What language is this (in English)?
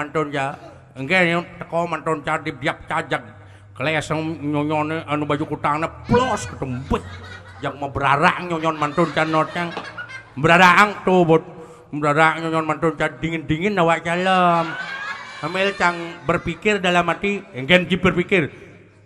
Balinese